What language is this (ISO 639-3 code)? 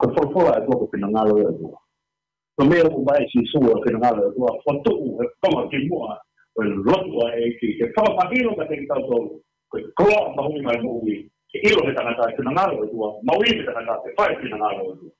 ton